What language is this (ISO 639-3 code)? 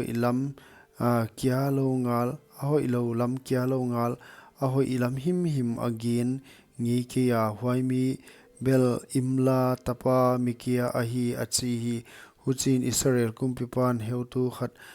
pck